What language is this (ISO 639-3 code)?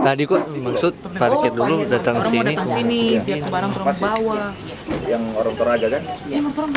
xmm